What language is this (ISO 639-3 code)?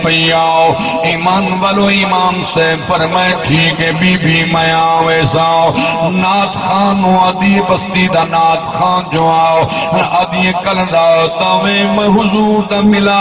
skr